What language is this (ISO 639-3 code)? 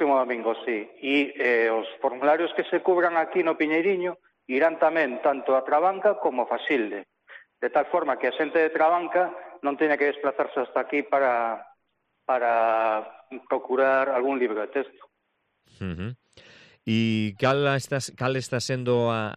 glg